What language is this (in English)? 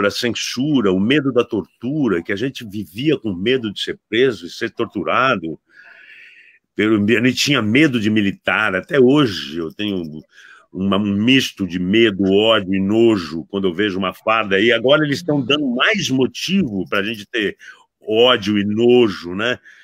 Portuguese